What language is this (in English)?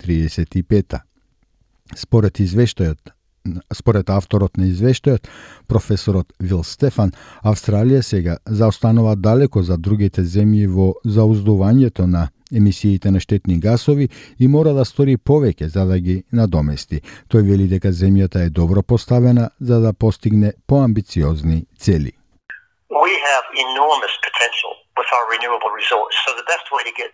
Macedonian